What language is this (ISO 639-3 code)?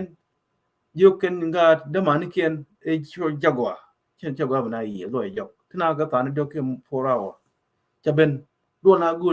nus